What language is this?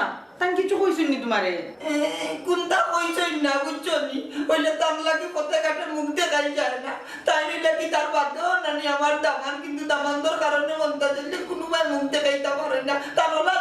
Sylheti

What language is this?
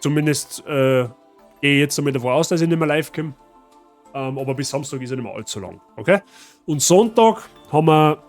Bavarian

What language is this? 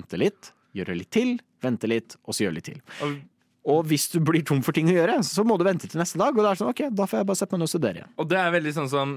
Norwegian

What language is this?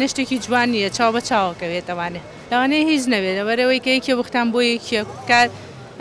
Central Kurdish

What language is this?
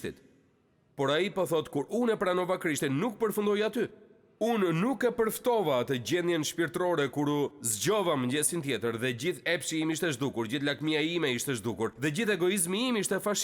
Albanian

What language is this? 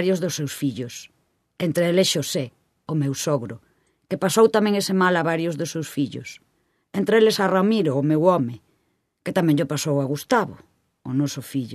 Galician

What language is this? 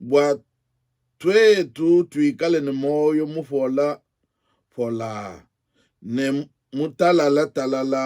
Luba-Lulua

